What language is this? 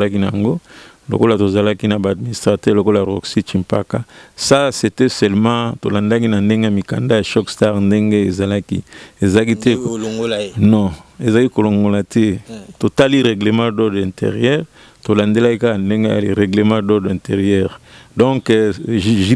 Lingala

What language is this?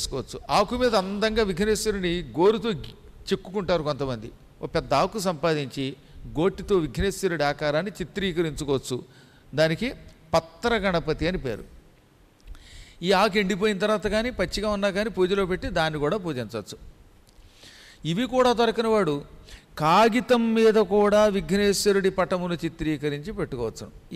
Telugu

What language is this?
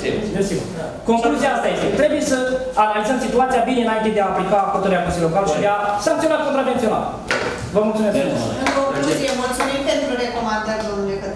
Romanian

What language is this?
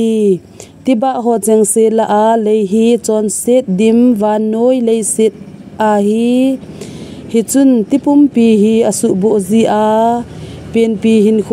Thado Chin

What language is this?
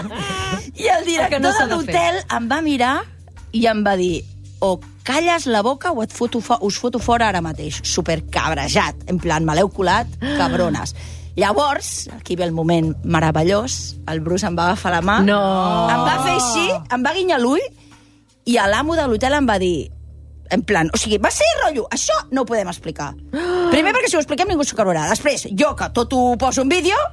Catalan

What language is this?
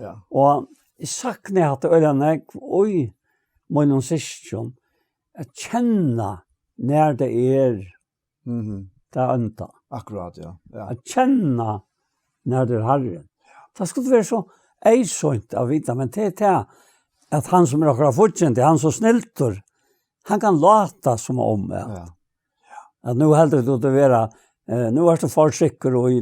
Faroese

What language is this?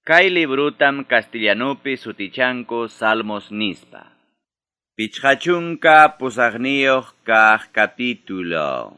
Ayacucho Quechua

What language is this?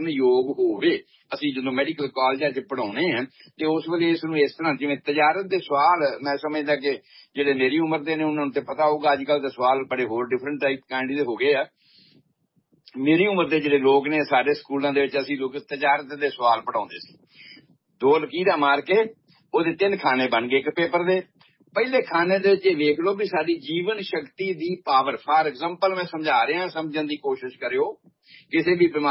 Punjabi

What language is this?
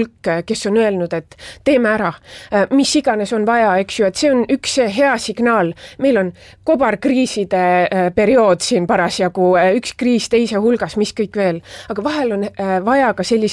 Estonian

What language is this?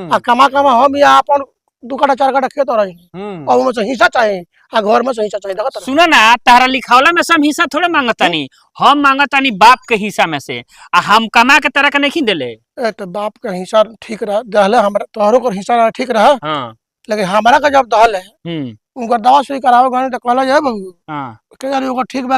Bhojpuri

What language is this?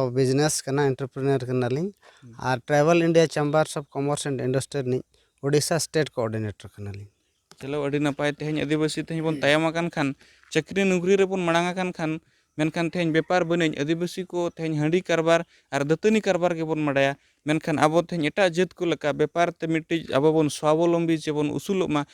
Santali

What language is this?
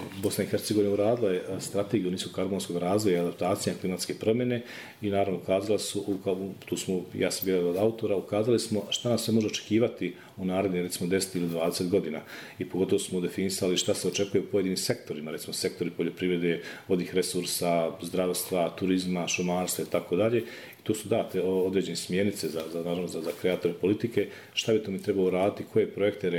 Bosnian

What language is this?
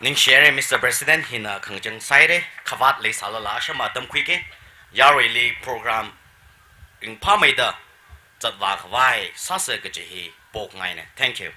Tangkhul Naga (India)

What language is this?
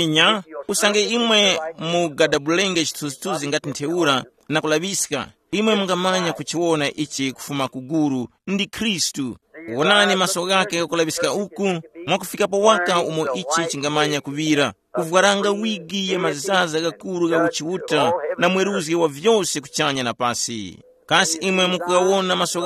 Tumbuka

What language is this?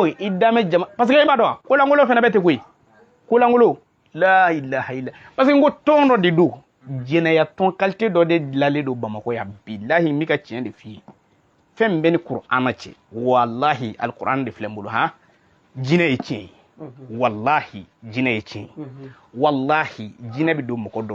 Bambara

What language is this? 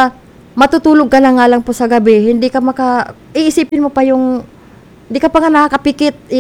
Filipino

